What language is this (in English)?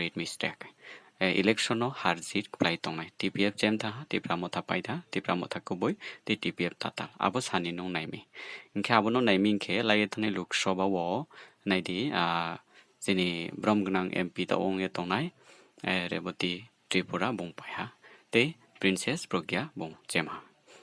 Riang (India)